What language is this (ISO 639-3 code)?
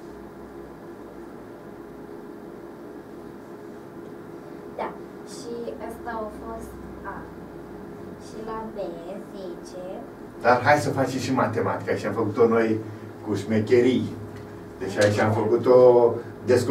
ron